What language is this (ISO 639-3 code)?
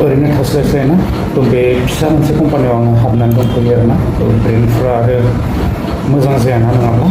brx